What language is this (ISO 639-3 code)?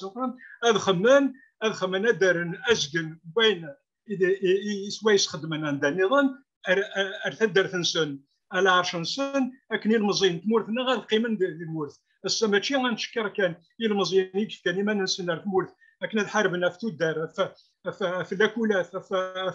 kab